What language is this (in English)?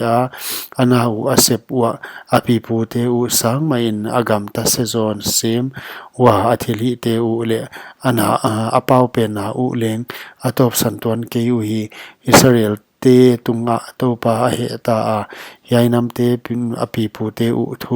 Paite Chin